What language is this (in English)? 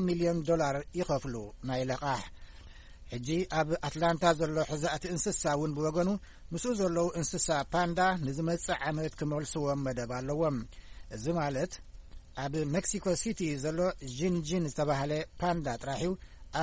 Tigrinya